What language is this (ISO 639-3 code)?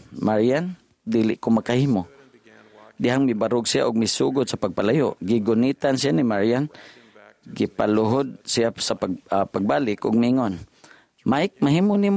ceb